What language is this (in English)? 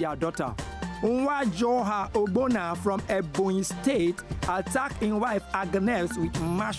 Nigerian Pidgin